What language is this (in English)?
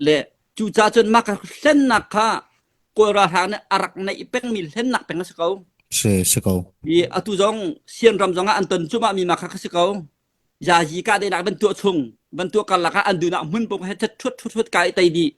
Hakha Chin